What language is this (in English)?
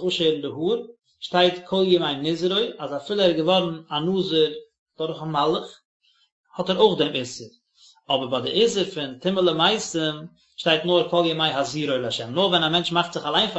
Yiddish